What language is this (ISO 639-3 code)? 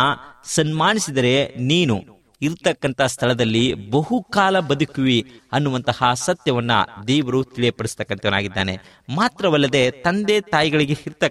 kan